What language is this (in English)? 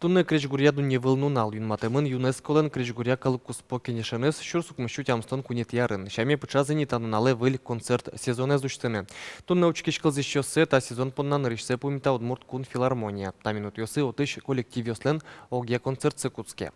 Udmurt